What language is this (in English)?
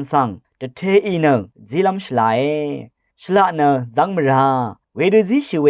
Rawang